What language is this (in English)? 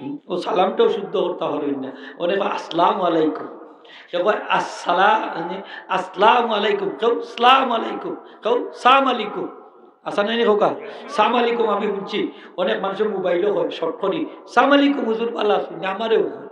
Sylheti